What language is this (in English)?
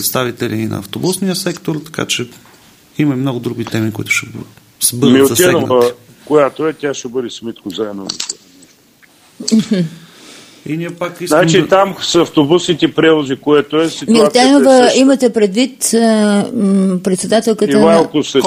Bulgarian